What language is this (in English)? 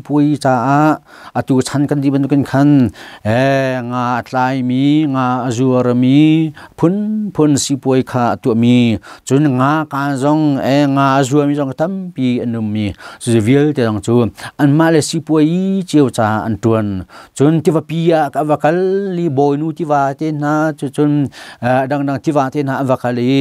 Hakha Chin